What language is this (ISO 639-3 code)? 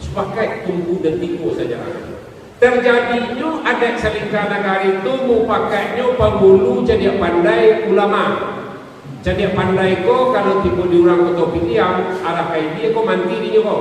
min